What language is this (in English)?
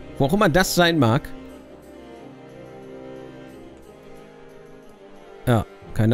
German